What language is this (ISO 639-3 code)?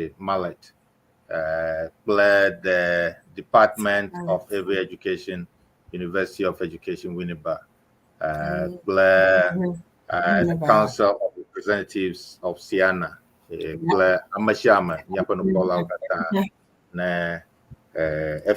ewe